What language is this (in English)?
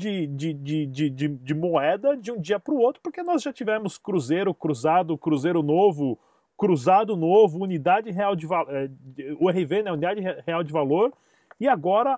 Portuguese